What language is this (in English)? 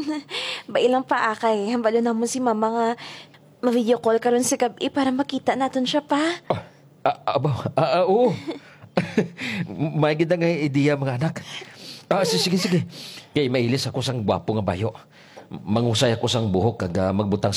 Hiligaynon